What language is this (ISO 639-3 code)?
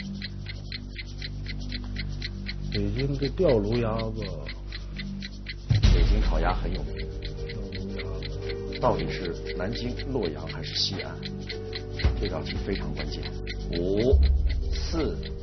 zho